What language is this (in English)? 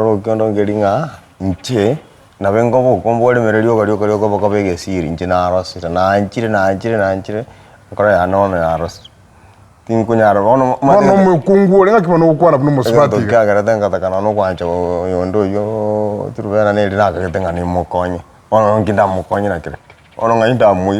Gusii